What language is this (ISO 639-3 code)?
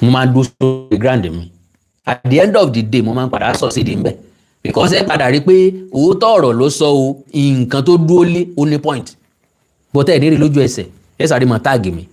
yor